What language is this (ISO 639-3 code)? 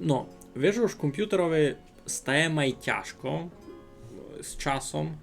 rue